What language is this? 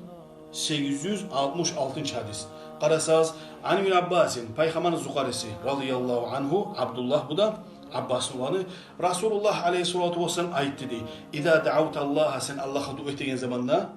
Kumyk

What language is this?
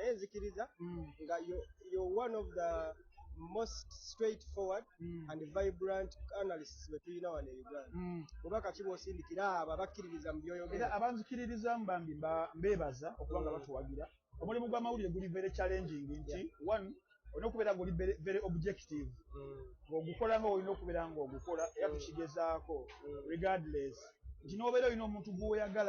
Ganda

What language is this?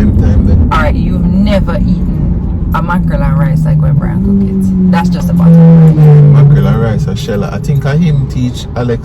Jamaican Creole English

